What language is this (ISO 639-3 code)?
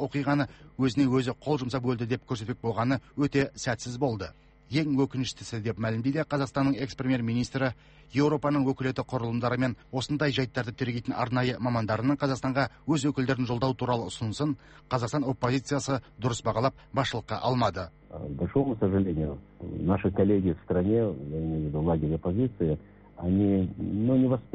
kaz